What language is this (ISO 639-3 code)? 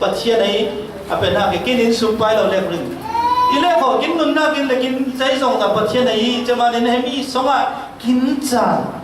cfm